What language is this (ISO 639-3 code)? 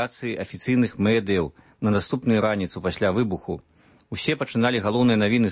bel